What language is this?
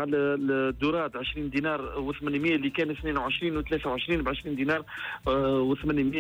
Tunisian Arabic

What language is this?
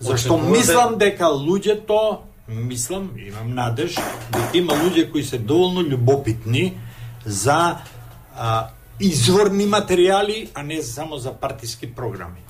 Macedonian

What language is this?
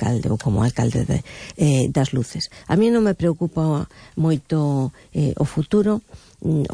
Galician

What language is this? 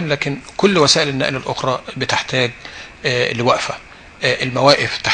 Egyptian Arabic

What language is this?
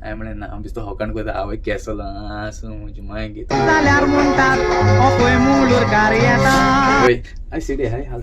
Konkani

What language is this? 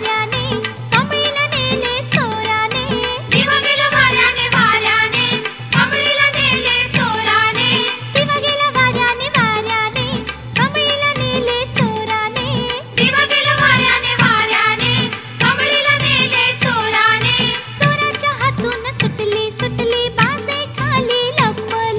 Marathi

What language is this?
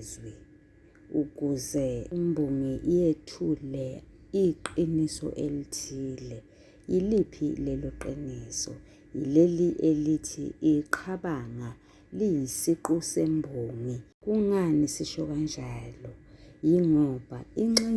Zulu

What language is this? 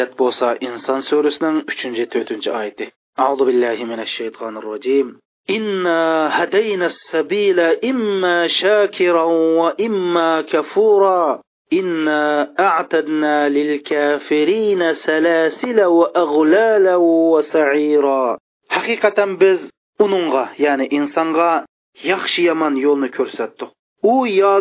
Uyghur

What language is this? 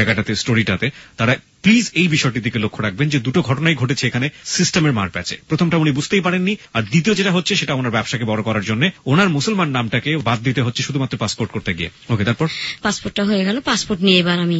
Bangla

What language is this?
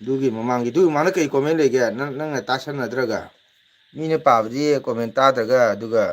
Manipuri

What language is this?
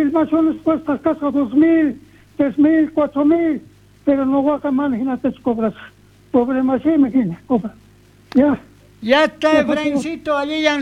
South Bolivian Quechua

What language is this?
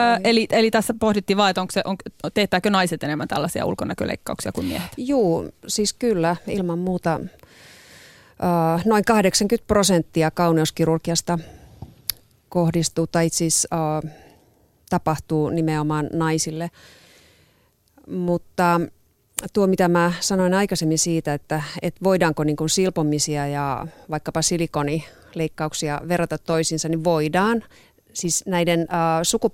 Finnish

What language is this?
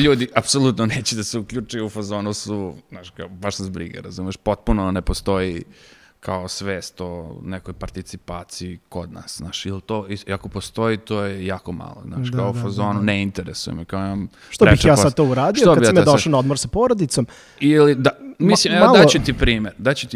Serbian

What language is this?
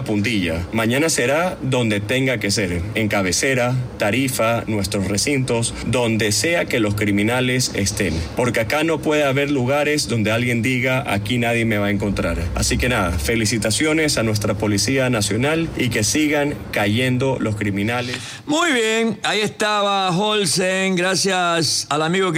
Spanish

